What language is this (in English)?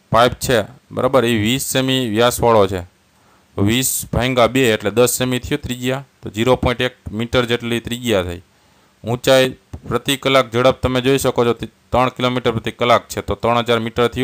Gujarati